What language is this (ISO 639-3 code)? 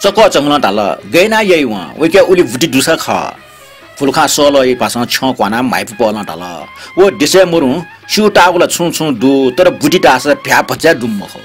new